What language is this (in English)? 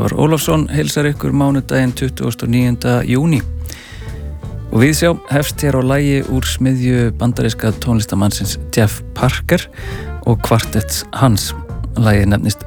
Icelandic